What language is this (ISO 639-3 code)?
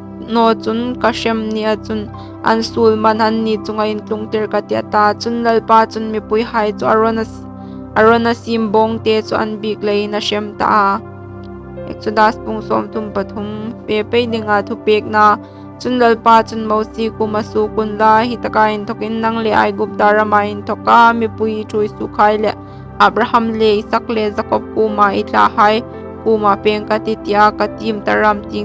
hmr